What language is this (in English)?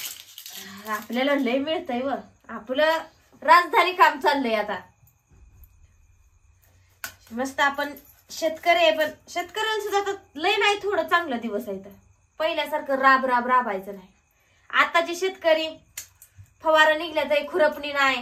Marathi